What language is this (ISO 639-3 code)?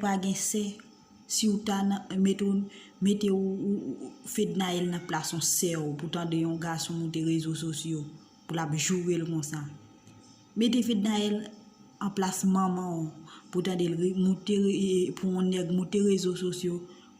hat